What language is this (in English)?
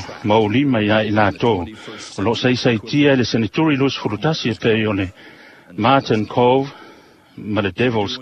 Samoan